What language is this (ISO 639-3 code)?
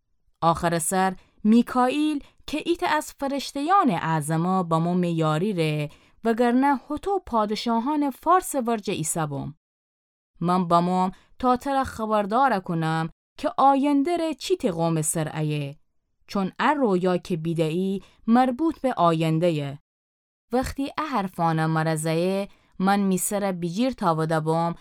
glk